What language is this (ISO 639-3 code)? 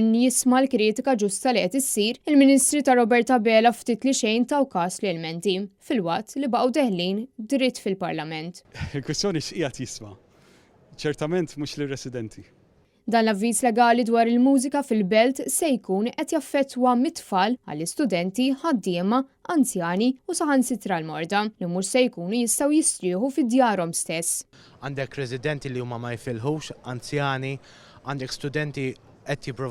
mlt